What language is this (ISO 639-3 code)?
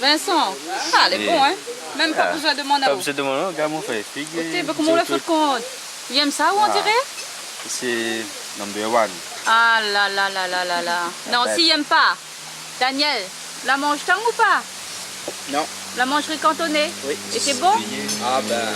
rcf